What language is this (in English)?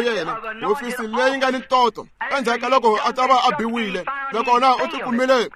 Tsonga